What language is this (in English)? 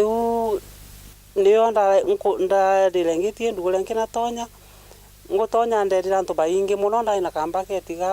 Meru